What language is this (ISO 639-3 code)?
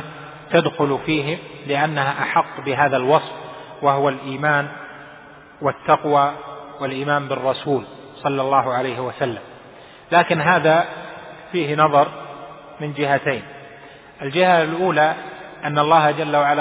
ara